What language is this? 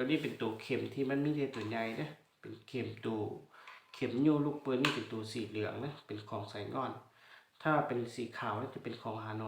Lao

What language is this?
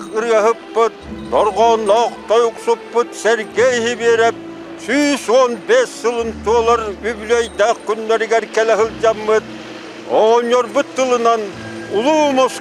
Yakut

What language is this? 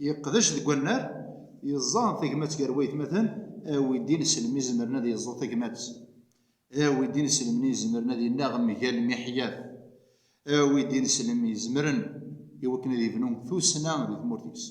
Kabyle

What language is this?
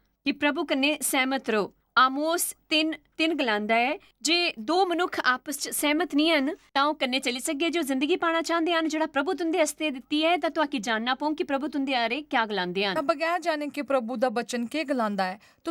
Dogri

